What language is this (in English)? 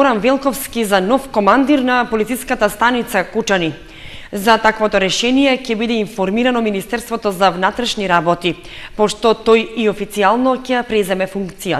Macedonian